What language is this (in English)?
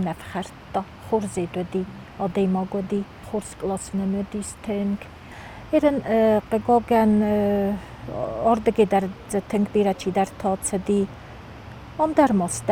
Ossetic